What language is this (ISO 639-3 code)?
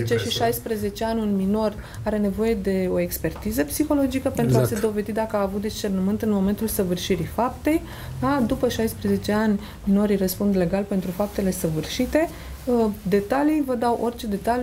ron